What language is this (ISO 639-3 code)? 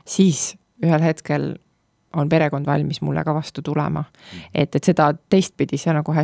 est